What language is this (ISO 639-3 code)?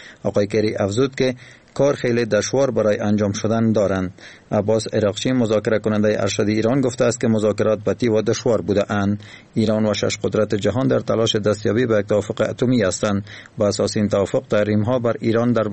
fas